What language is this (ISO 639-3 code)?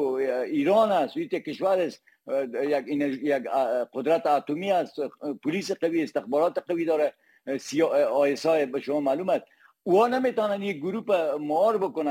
fas